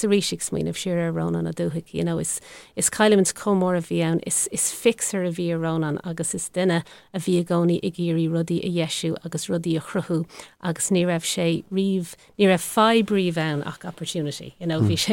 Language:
Irish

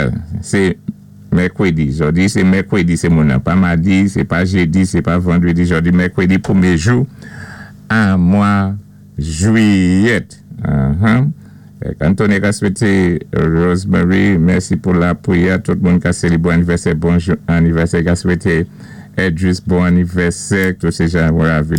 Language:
Saint Lucian Creole French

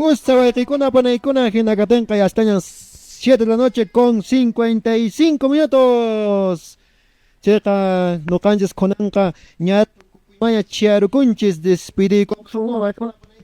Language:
Quechua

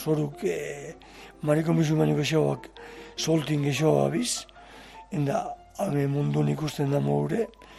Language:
Basque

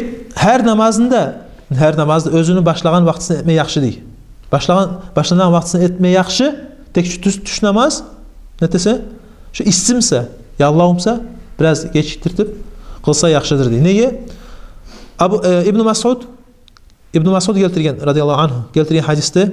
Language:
Kumyk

